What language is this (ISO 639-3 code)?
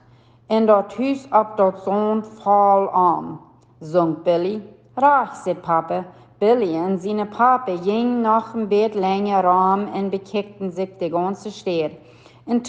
pdt